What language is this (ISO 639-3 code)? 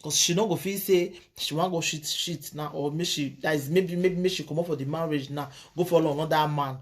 pcm